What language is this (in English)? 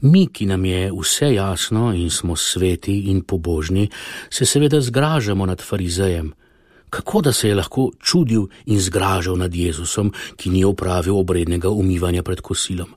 Slovenian